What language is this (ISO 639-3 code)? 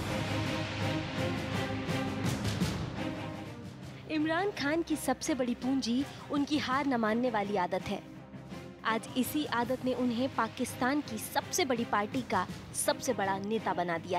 hin